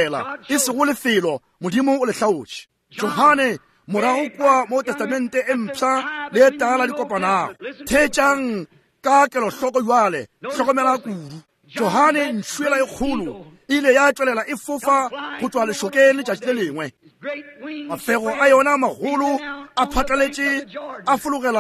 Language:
Northern Sotho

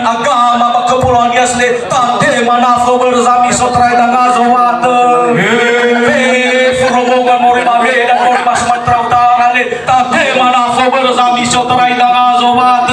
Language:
Nias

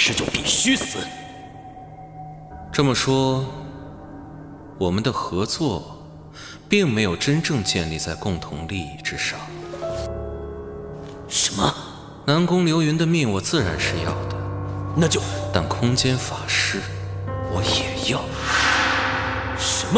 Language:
Chinese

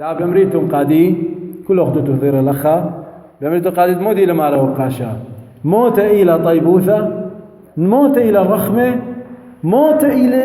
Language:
Assyrian Neo-Aramaic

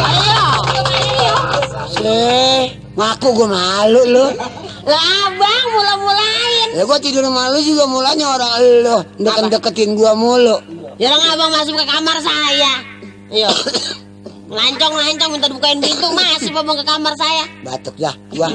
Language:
Betawi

